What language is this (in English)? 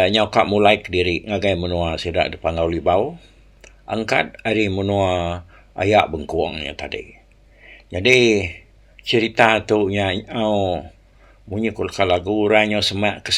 Iban